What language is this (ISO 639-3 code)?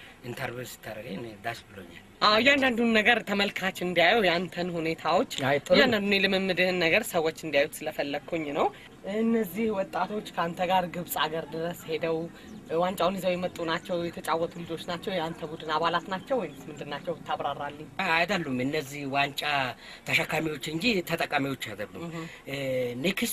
amh